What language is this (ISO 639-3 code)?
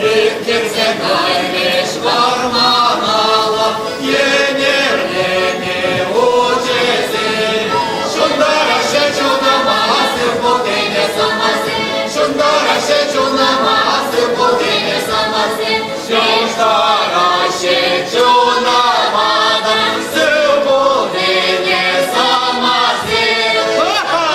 chv